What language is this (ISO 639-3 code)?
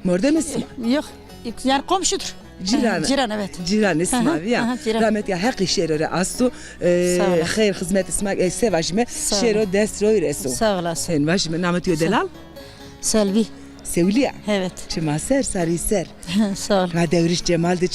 zza